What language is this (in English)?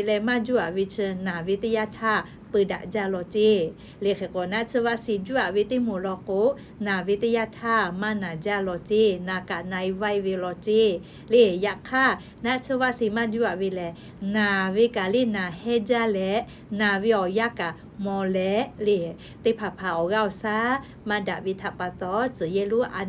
Lahu